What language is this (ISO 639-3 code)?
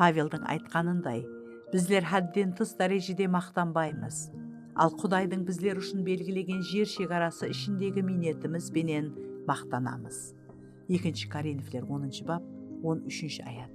kaa